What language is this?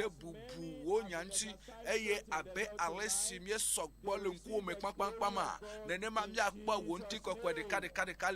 Ewe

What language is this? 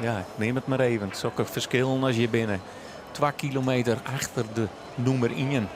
Western Frisian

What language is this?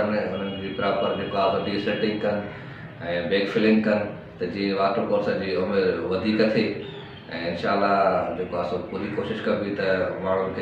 Sindhi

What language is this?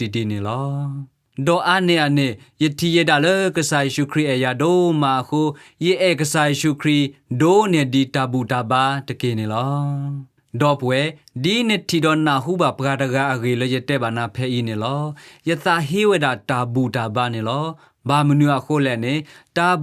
S'gaw Karen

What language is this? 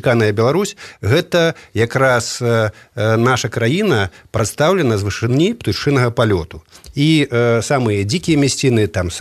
Belarusian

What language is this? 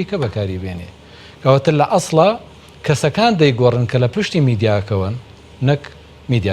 Central Kurdish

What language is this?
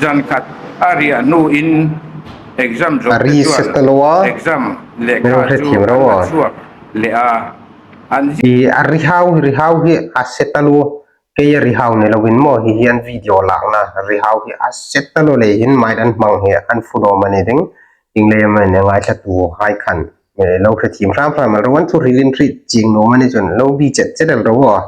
Hmar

